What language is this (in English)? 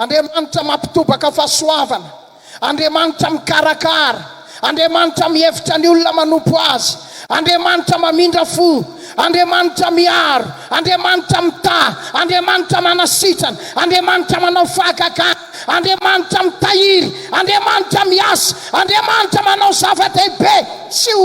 Malagasy